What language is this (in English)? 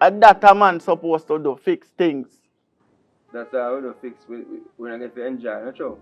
Jamaican Creole English